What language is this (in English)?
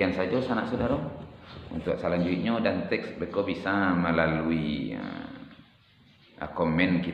Minangkabau